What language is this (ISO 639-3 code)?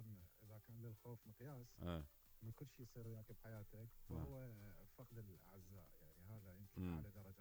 acm